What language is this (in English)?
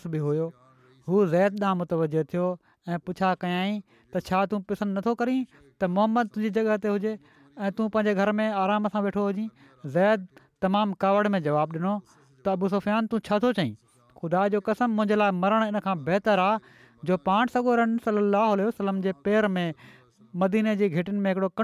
Sindhi